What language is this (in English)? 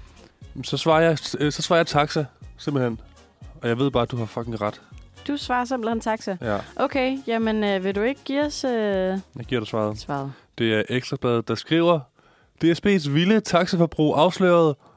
Danish